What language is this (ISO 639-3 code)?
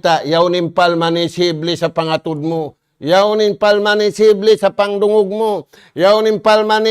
tsg